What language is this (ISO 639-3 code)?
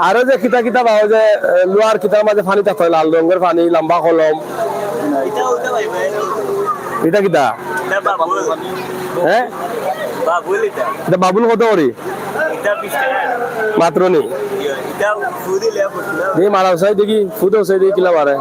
syl